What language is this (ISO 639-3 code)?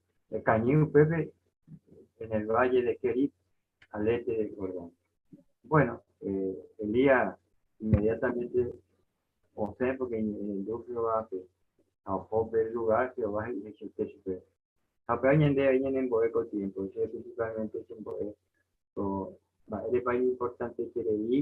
grn